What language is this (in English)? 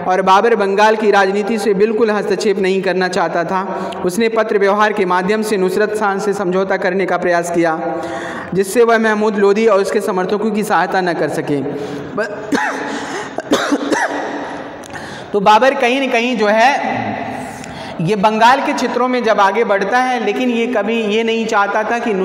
Hindi